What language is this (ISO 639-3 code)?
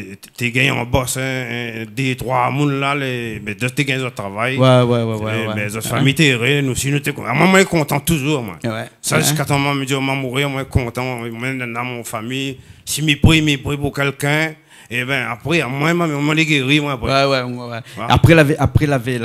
rcf